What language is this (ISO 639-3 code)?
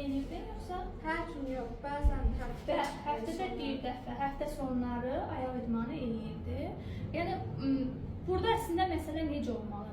aze